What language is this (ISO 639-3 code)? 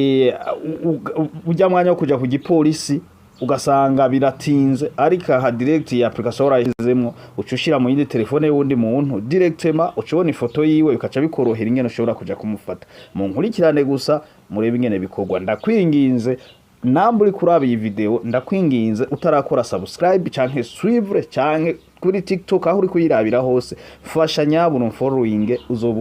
run